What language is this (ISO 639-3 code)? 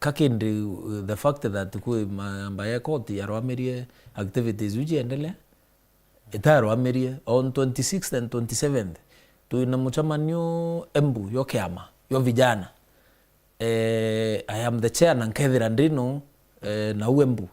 mer